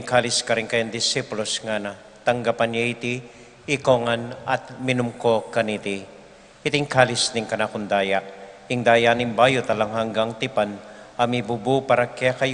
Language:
Pampanga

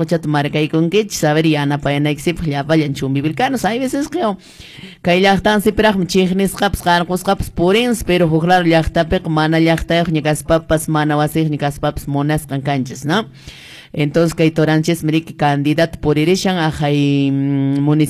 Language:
Quechua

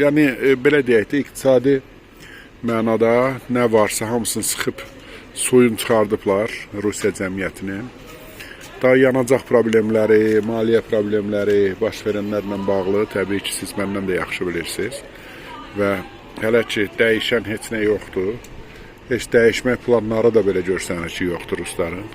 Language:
Azerbaijani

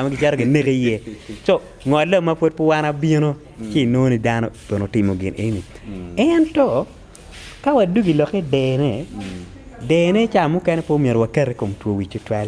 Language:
Acoli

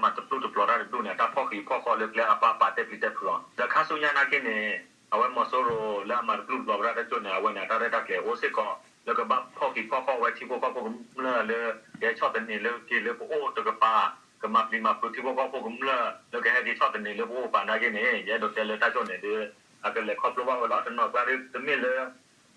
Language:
S'gaw Karen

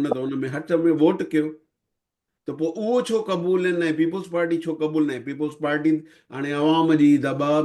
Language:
Sindhi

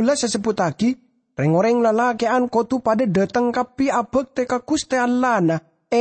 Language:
Madurese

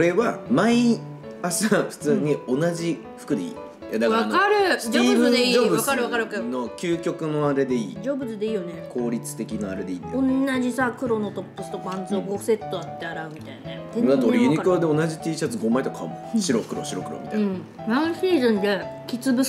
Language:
Japanese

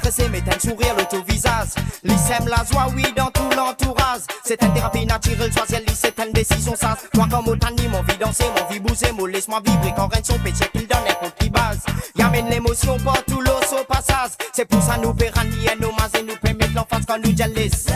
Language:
Morisyen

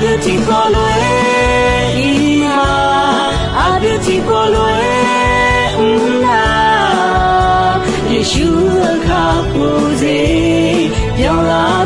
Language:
Akha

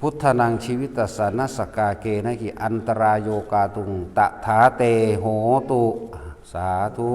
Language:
Northeastern Thai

